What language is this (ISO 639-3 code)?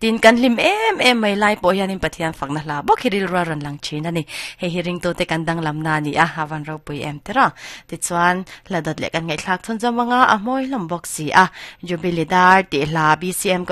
lus